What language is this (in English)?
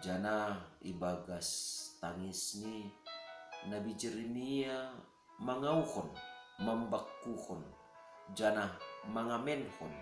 Batak Simalungun